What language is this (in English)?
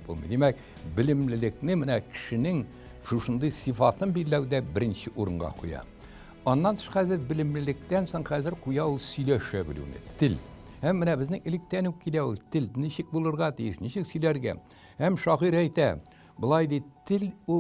Tatar